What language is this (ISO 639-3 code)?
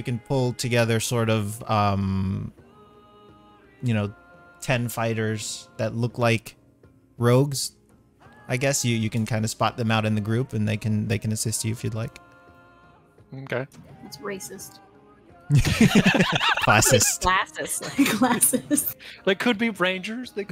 eng